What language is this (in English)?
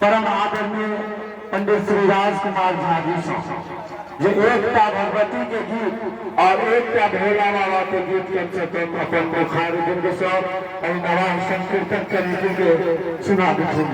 Maithili